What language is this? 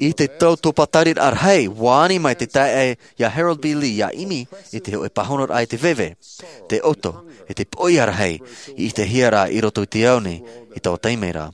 Tahitian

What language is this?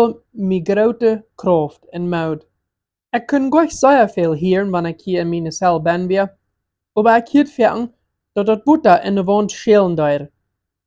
Plautdietsch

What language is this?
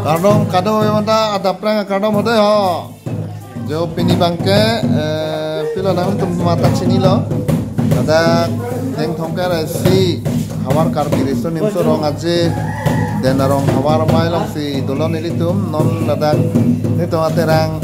Karbi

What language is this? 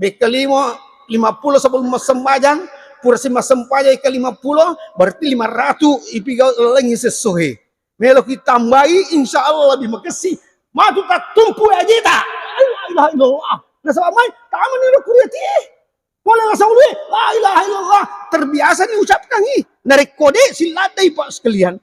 Buginese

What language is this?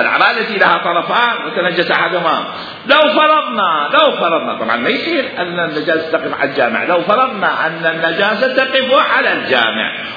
Mesopotamian Arabic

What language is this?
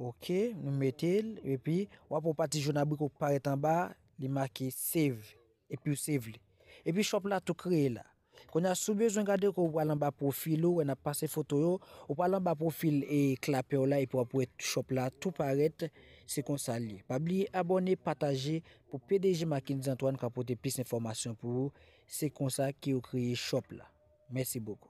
Haitian Creole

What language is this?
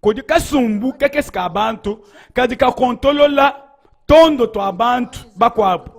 Luba-Lulua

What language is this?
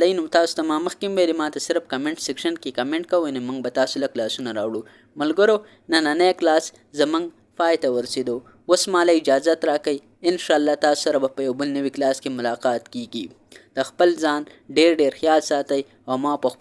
Pashto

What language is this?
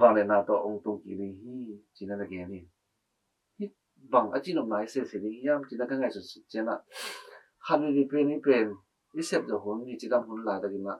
Tedim Chin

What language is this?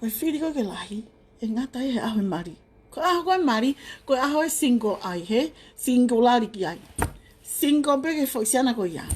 Tongan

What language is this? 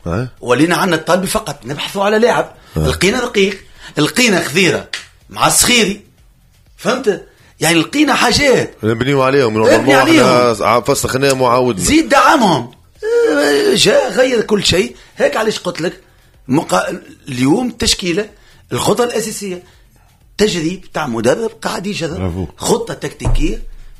Tunisian Arabic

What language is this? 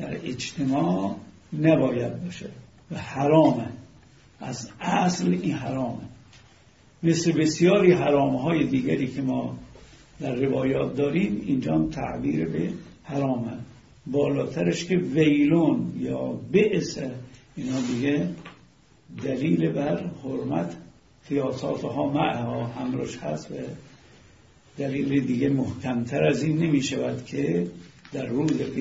Persian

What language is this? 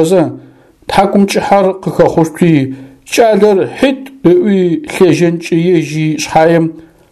Adyghe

